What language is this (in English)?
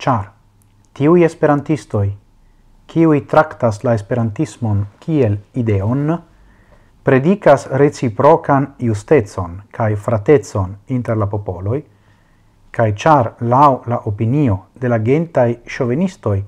Esperanto